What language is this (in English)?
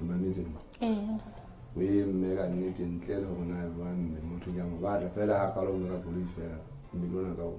Southern Sotho